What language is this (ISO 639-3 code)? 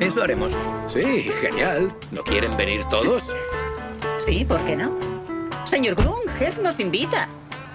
spa